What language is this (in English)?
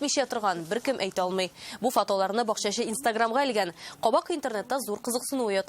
Tatar